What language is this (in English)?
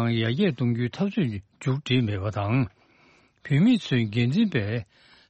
Tibetan